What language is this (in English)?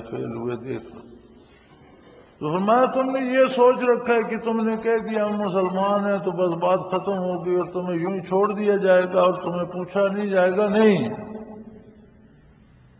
Urdu